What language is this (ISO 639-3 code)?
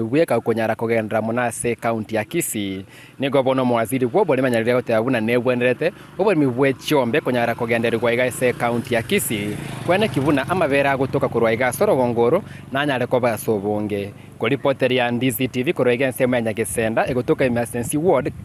guz